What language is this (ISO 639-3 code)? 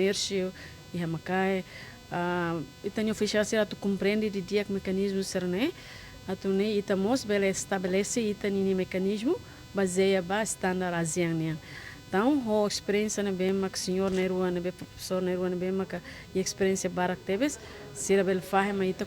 tet